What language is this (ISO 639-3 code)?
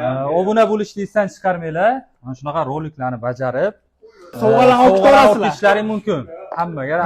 uzb